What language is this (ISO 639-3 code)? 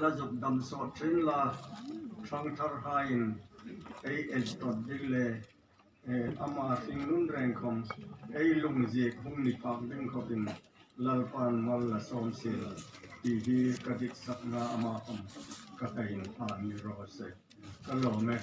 hmr